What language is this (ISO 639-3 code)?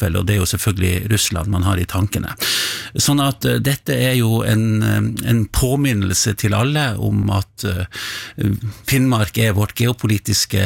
nor